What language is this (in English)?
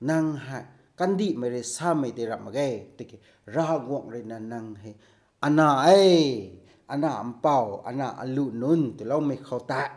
Rongmei Naga